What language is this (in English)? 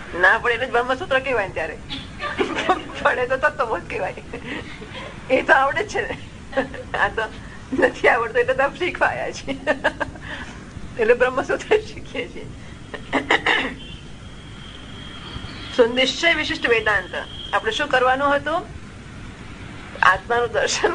Gujarati